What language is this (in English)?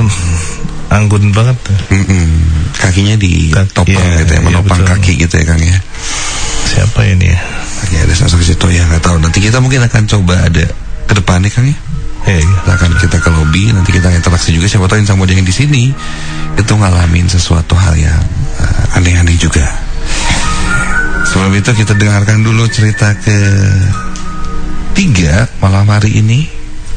Indonesian